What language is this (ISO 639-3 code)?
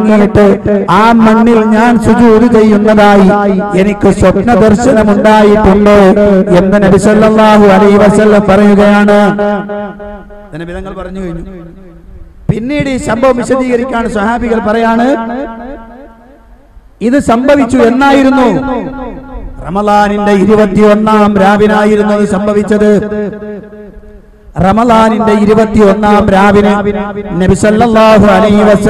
mal